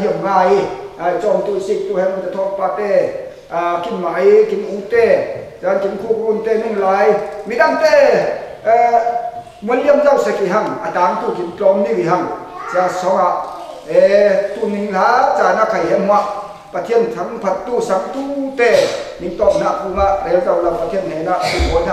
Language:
Falam Chin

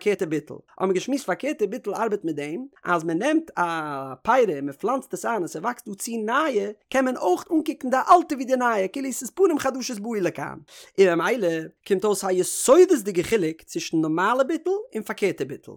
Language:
Yiddish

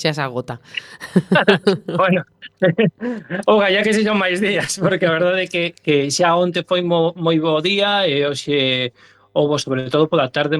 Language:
Galician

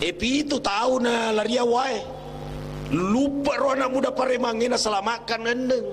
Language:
Buginese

